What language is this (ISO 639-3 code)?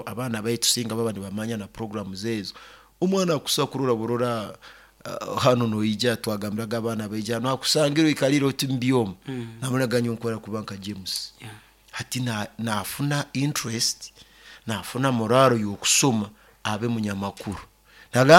nyo